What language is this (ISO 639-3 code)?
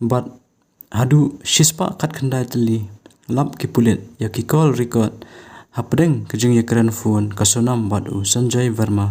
kha